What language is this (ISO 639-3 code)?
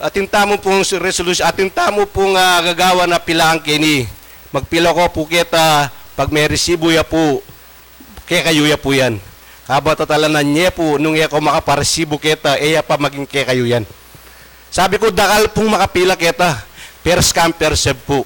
pam